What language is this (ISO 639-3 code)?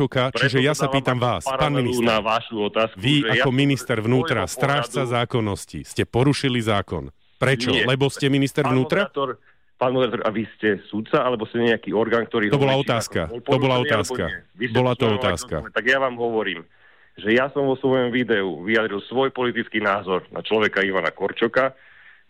slk